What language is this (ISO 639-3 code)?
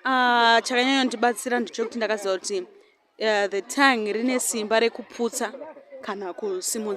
sna